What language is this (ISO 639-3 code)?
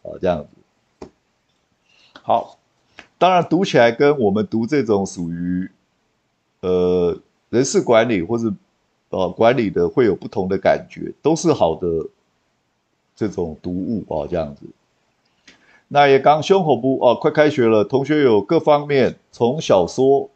zho